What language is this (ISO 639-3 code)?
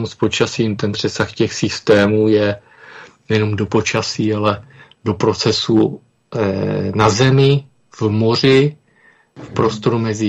ces